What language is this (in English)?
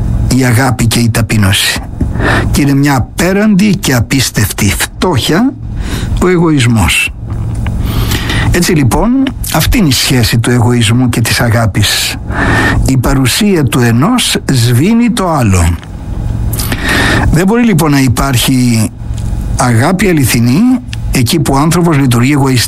Greek